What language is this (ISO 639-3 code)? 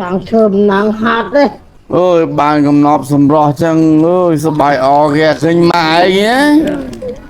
khm